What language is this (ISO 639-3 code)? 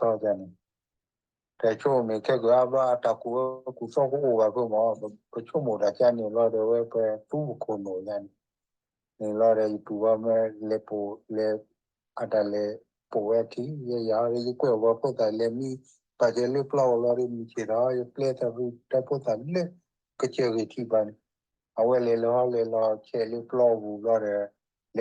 ksw